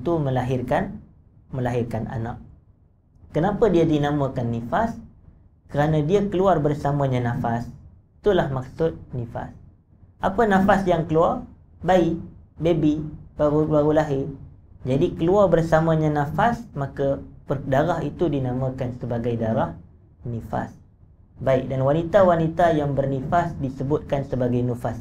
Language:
Malay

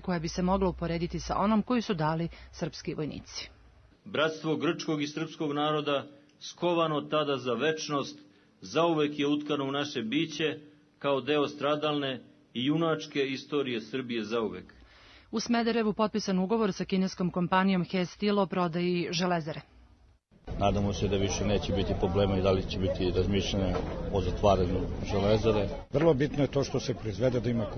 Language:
Serbian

